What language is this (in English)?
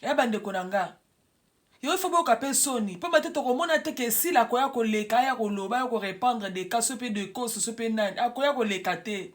Lingala